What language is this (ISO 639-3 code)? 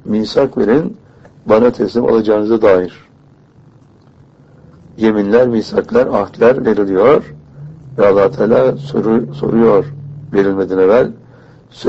tur